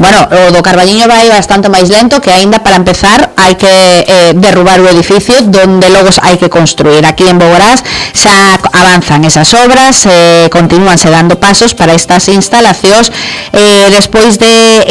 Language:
Galician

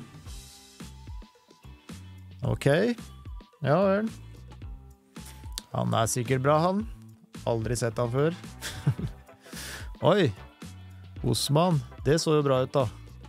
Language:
Norwegian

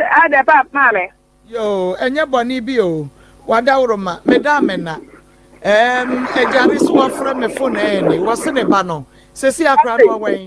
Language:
Akan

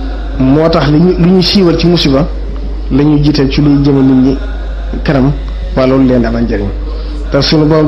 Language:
Wolof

